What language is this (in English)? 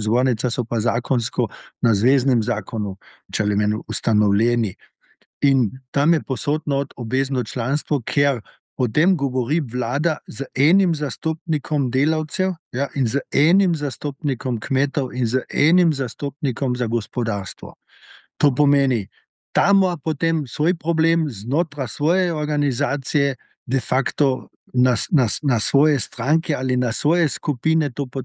Slovenian